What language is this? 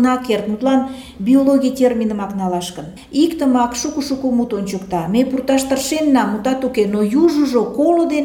Mari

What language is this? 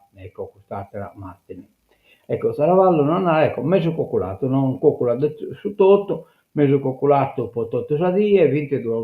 Sardinian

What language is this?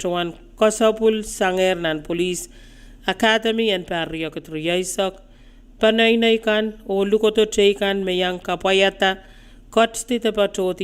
Pohnpeian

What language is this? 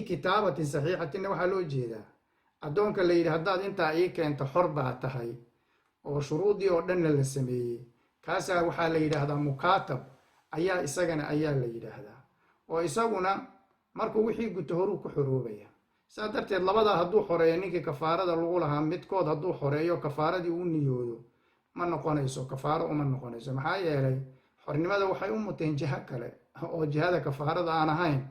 Somali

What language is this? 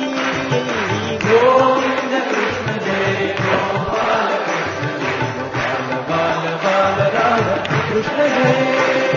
Telugu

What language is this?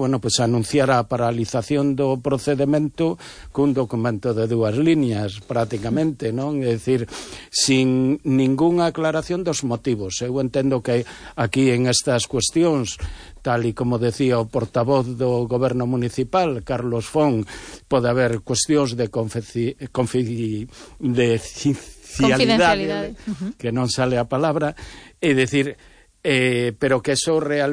Galician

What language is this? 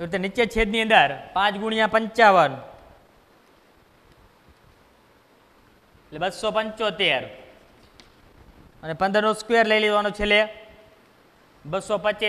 Gujarati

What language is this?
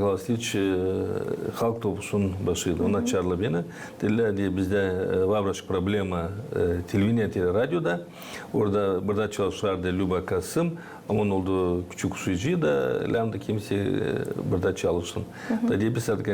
Gagauz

